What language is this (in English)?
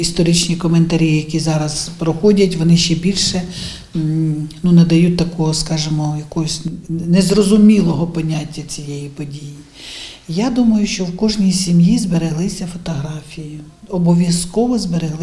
Ukrainian